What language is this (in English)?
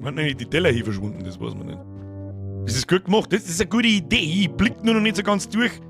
Bavarian